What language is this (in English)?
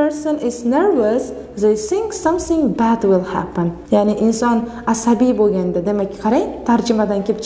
Uzbek